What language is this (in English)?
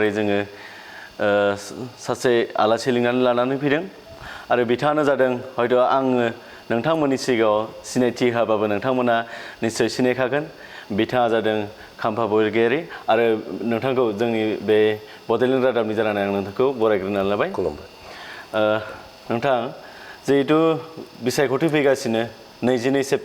Bodo